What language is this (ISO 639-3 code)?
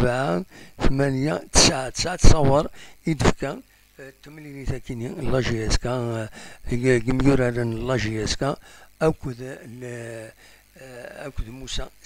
kab